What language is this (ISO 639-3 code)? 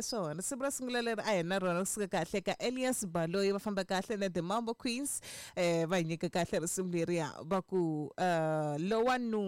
tso